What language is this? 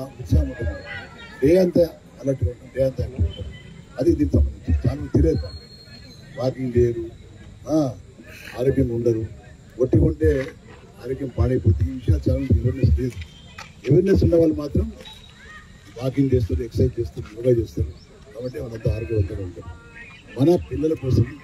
Telugu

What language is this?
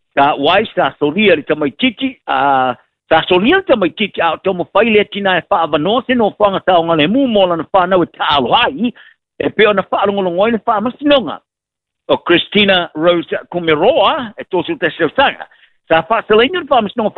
Samoan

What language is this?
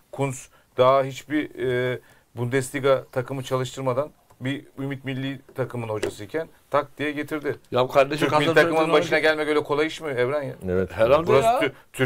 Turkish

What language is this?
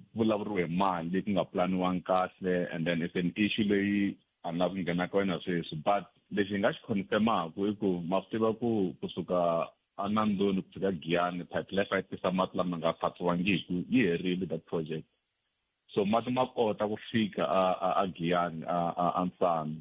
Tsonga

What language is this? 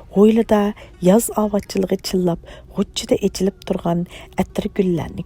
Uyghur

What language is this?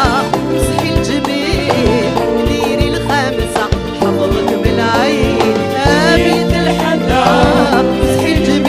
Algerian Arabic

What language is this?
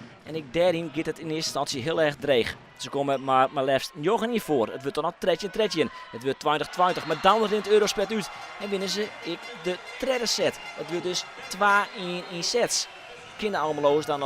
Western Frisian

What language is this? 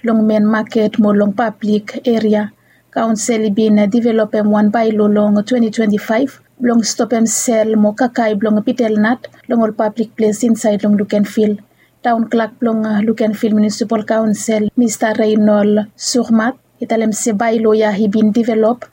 Bislama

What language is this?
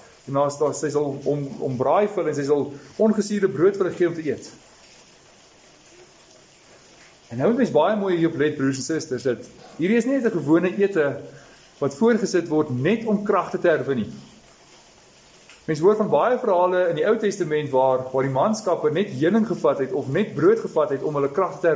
Afrikaans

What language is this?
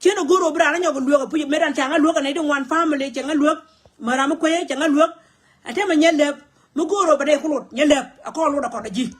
Nuer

